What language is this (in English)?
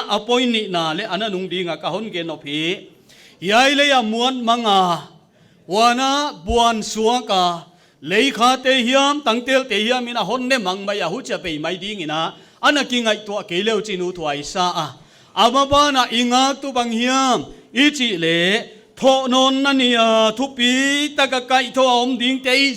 Paite Chin